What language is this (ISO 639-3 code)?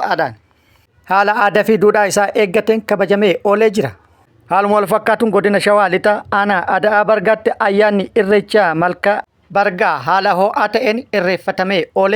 orm